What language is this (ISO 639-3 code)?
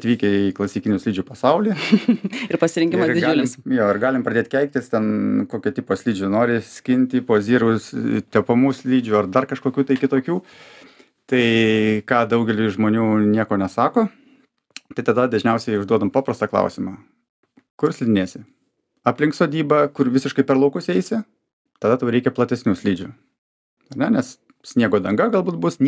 lit